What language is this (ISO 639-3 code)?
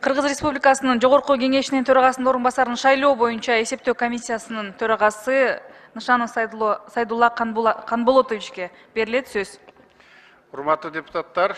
kir